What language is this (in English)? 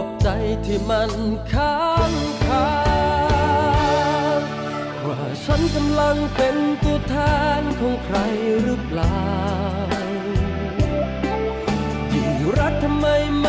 Thai